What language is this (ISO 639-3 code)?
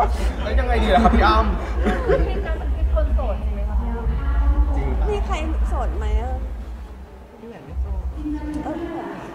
tha